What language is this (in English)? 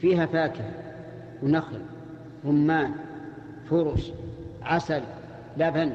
Najdi Arabic